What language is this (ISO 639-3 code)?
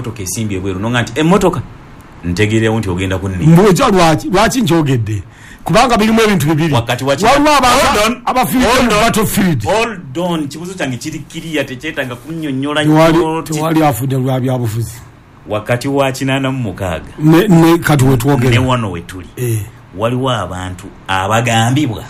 lug